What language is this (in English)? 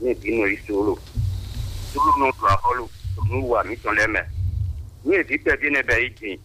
Fon